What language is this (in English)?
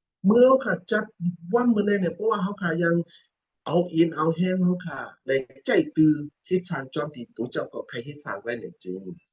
Shan